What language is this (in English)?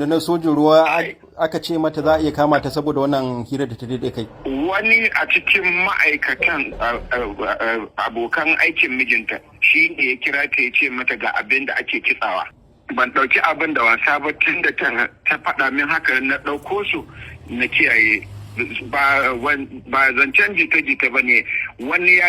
Hausa